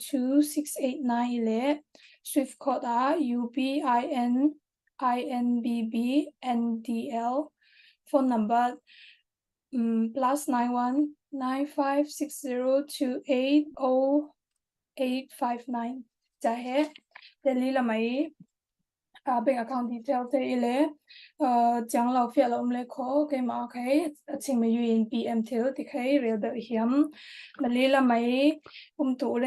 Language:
Falam Chin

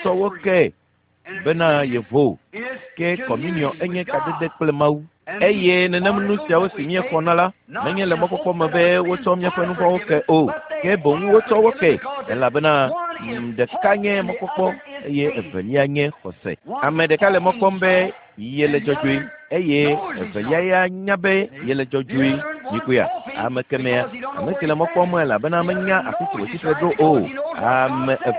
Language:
Ewe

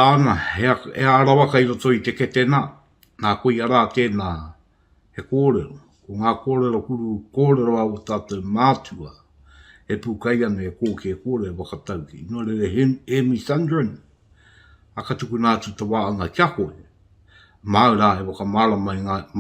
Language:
Māori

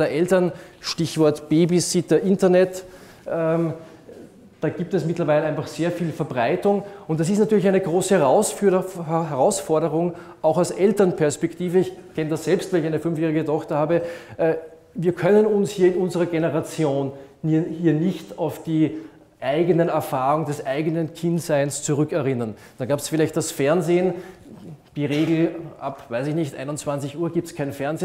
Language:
German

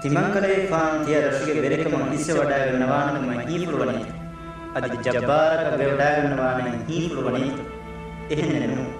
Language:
Divehi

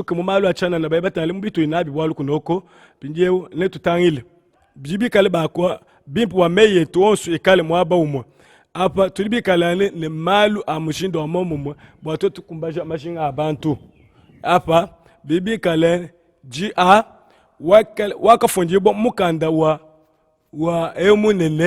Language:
Luba-Lulua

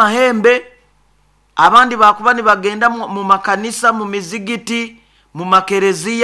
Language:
Nyoro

